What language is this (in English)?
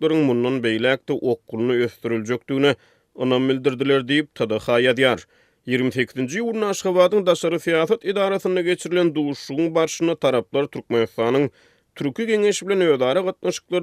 Turkmen